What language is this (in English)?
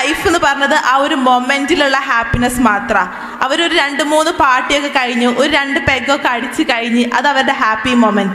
Malayalam